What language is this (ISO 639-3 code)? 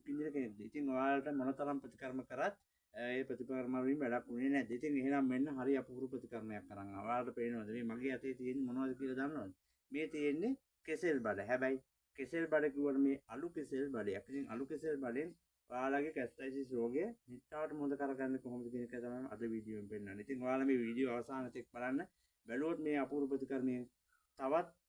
sin